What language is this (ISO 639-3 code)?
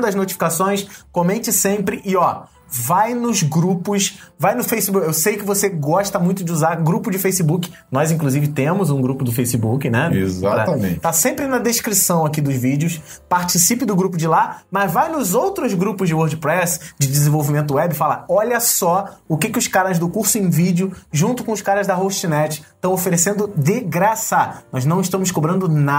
por